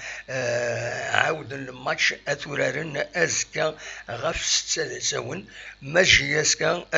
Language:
Kabyle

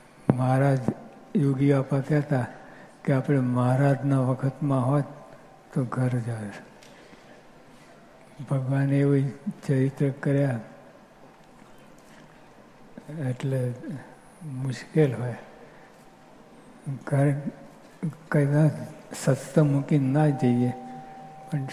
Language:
Gujarati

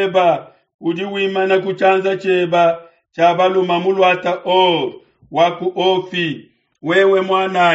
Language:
Luba-Lulua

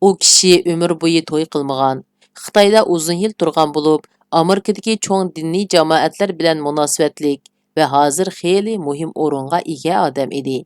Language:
Uyghur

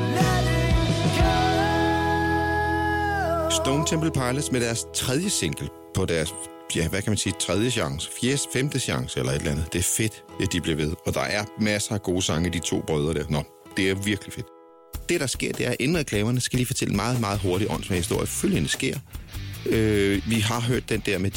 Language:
Danish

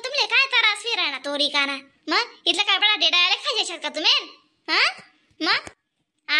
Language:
Khandesi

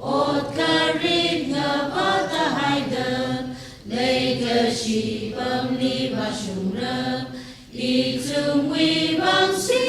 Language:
Tangkhul Naga (India)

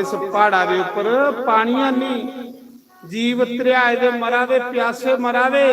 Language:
Dogri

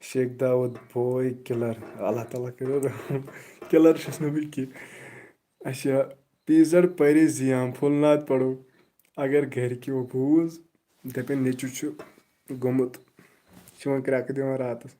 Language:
Kashmiri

